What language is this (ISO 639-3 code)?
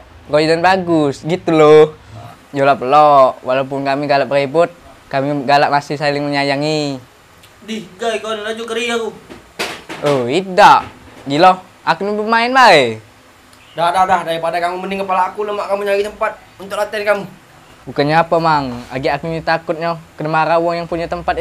mui